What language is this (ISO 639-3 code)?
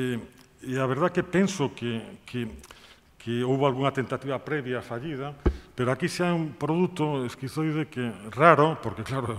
glg